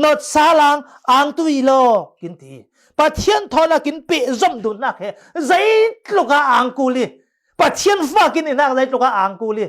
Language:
Falam Chin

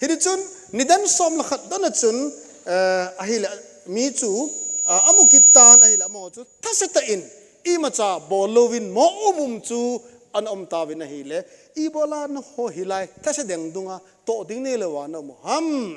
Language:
Thado Chin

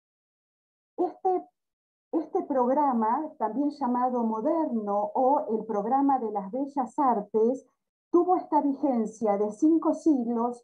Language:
Spanish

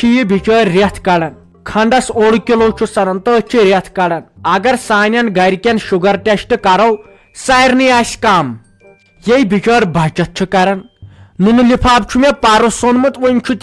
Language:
Kashmiri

